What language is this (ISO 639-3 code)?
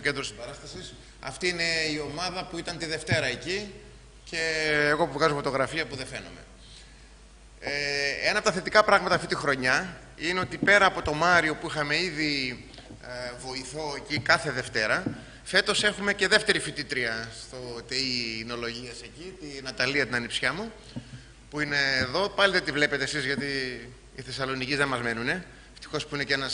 ell